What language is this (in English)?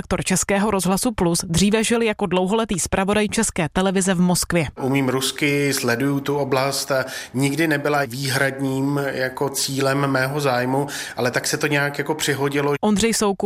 Czech